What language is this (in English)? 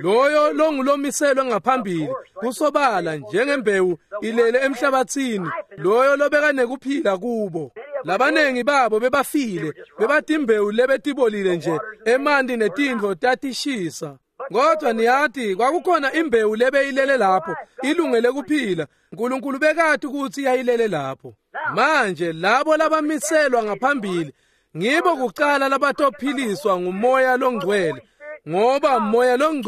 Swati